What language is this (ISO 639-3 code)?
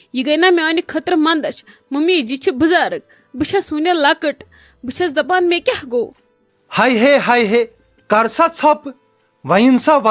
kas